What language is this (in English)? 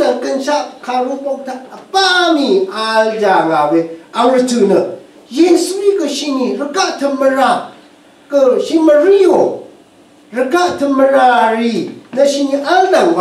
Rawang